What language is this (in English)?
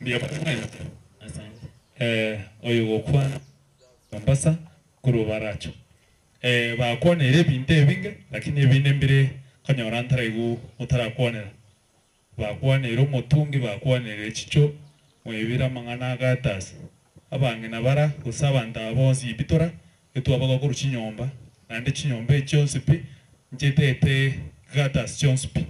Gusii